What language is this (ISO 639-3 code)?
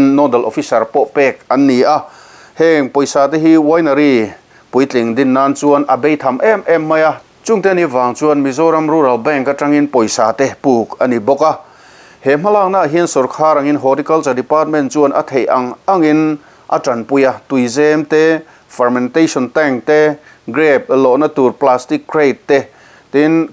lus